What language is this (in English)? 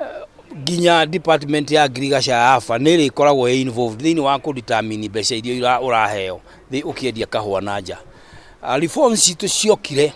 Kikuyu